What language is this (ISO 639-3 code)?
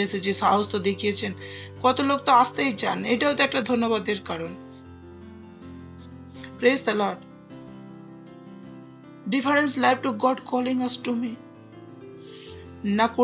ben